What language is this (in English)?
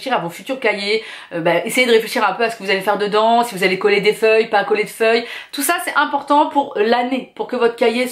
French